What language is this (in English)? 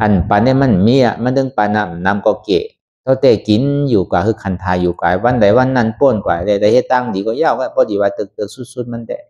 Shan